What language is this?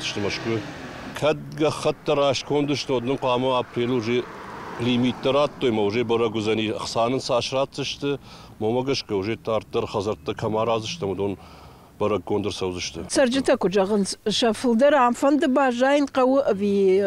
Ossetic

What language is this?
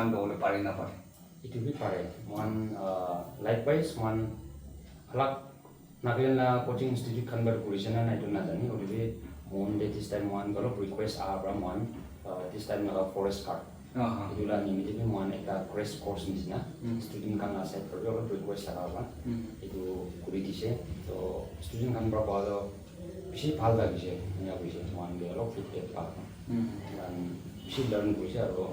Naga Pidgin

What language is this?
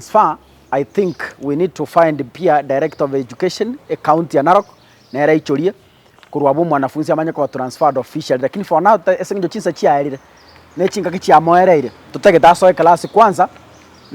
Gusii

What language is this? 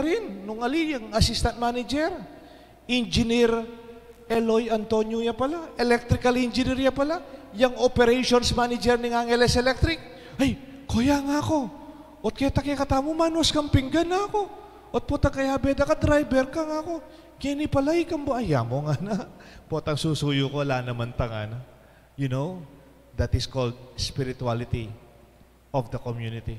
Pampanga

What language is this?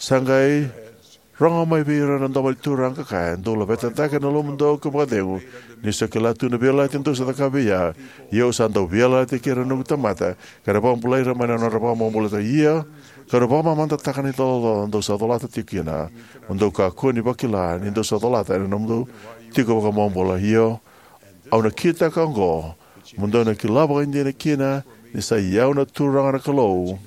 Fijian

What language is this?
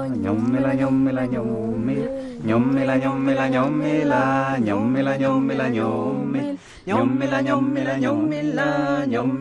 Moroccan Arabic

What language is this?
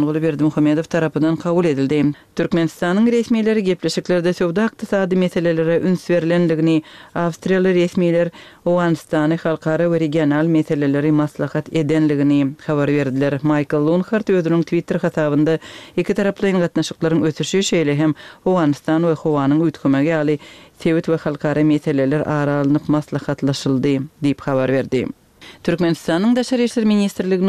Turkmen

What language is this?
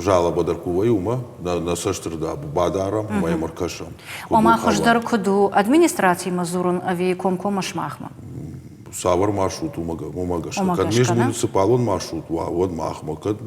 Ossetic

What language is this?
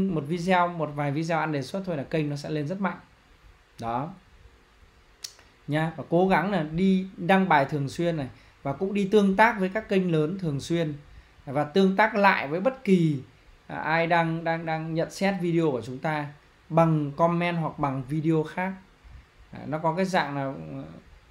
Vietnamese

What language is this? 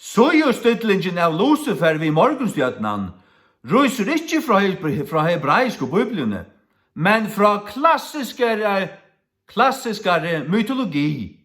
Faroese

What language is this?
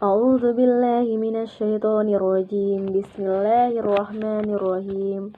Makasar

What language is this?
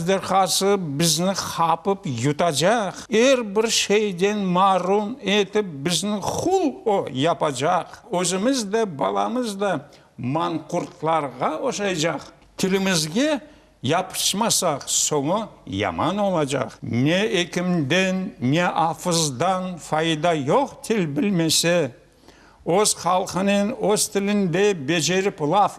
Crimean Tatar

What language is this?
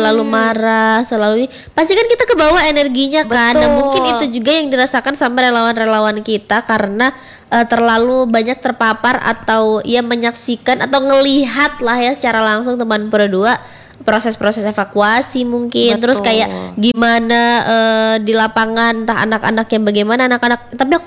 Indonesian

